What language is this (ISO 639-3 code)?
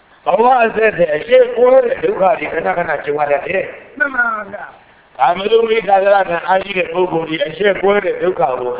mya